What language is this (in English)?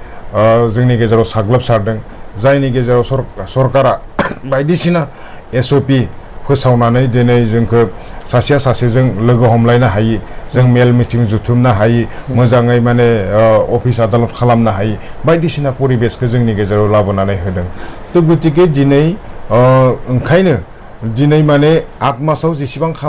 Bodo